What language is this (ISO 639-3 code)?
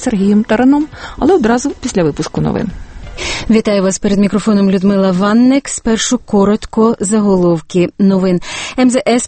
ukr